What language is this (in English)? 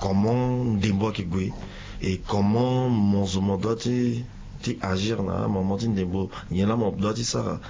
Sango